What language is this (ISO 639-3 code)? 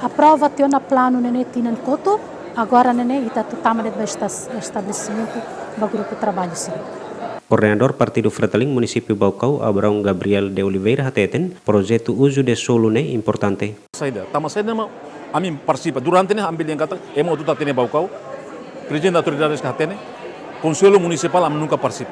tet